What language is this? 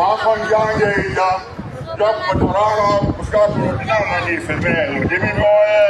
Nyanja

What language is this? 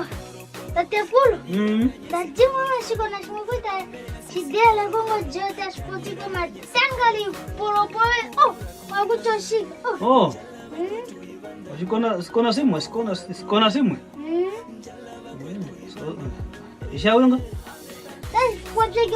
Kwangali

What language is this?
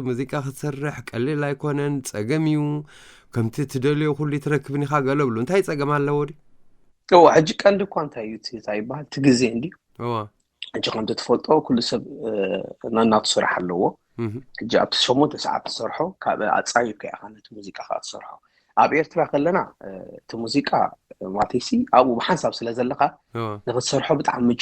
Tigrinya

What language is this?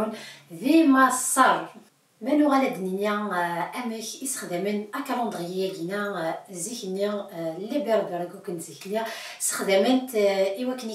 Kabyle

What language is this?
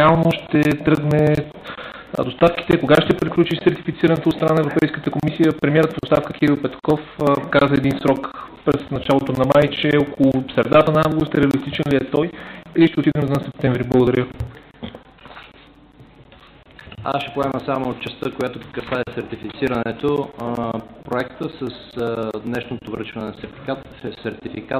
Bulgarian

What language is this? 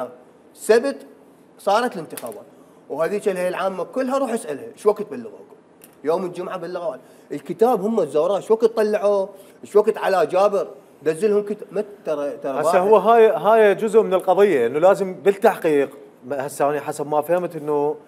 Mesopotamian Arabic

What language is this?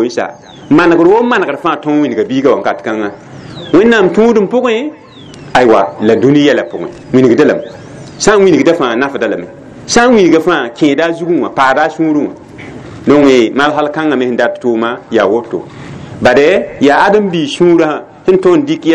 Mossi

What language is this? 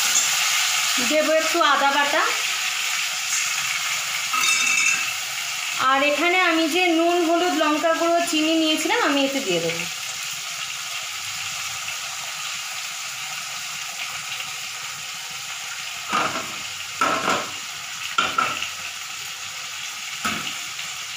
Bangla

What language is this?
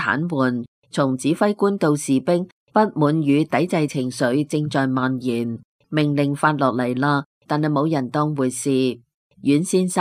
Cantonese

